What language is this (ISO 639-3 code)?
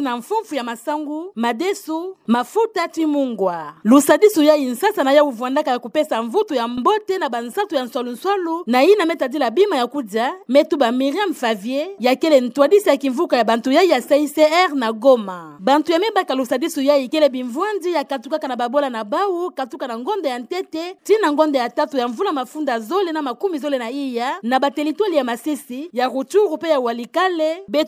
ktu